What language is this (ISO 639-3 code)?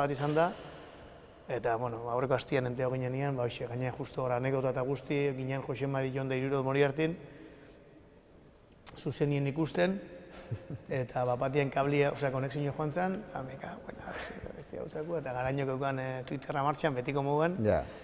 eus